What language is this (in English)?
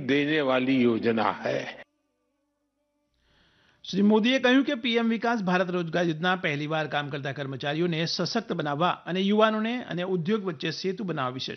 Gujarati